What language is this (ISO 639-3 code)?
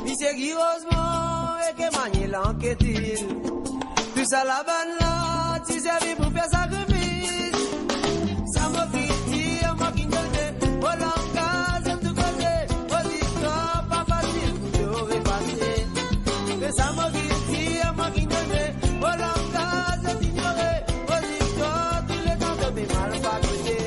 mfe